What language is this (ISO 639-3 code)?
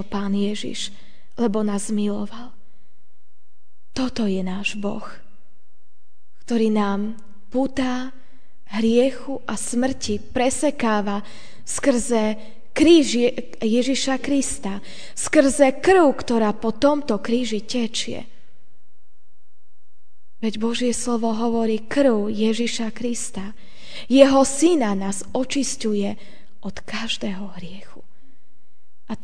slk